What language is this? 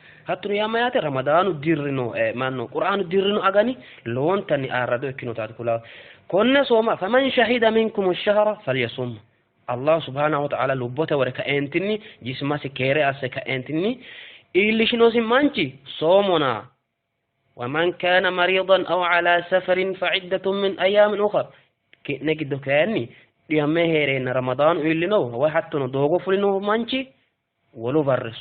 Sidamo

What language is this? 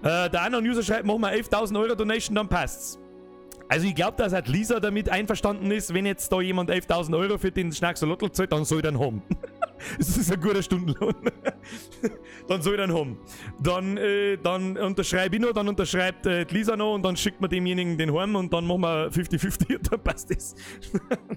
Bavarian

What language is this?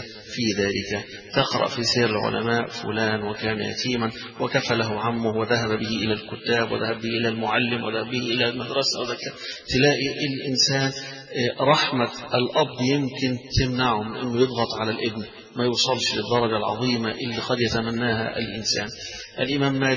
Arabic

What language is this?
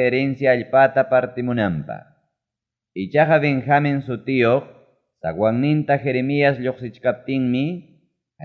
Ayacucho Quechua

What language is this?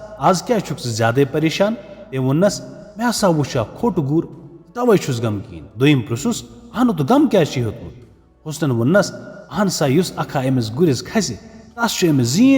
Kashmiri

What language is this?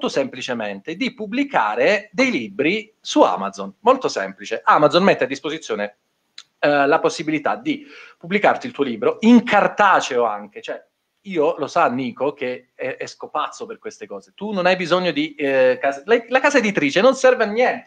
Italian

